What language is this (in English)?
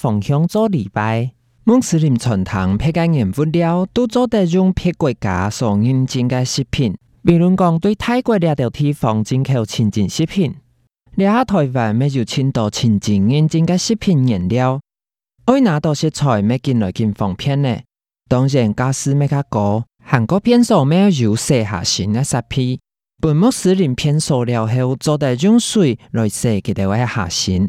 Hakka Chinese